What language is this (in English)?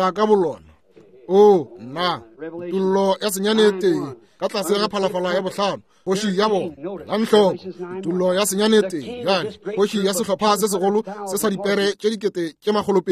Northern Sotho